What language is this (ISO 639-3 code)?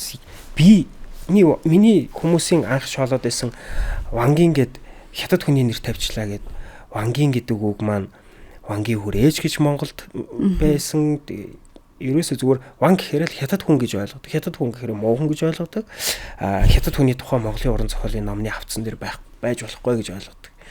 mon